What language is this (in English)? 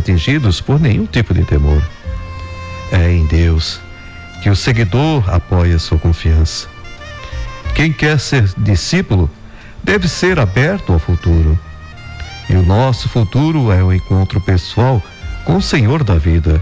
Portuguese